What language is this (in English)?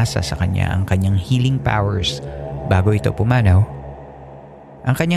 Filipino